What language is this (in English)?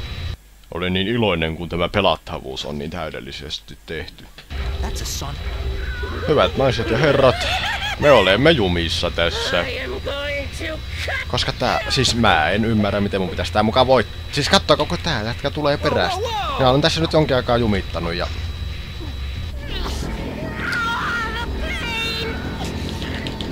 Finnish